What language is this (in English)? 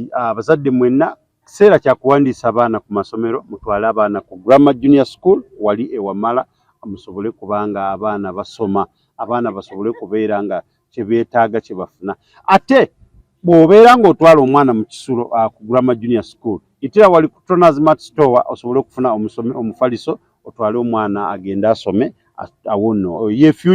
Ganda